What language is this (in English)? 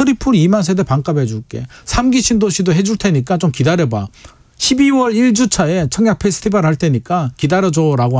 Korean